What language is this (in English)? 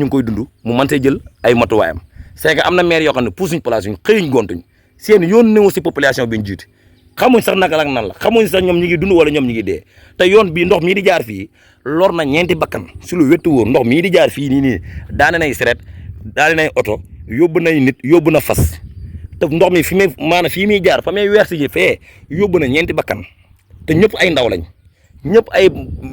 Wolof